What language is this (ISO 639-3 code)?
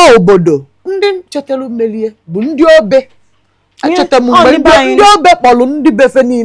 ibo